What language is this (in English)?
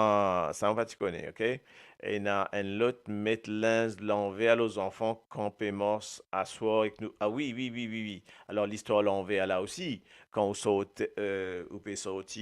Morisyen